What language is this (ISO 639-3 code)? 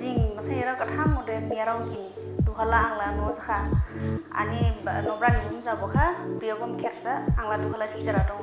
dis